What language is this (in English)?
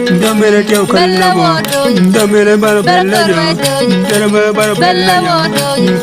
Acoli